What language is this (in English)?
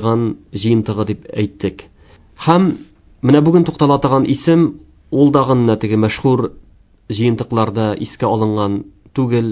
Tatar